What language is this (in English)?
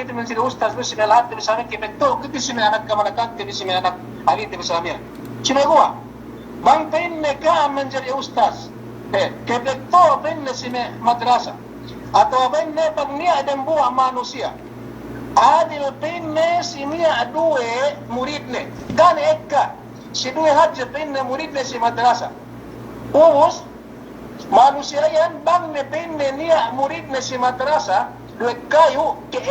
Yakan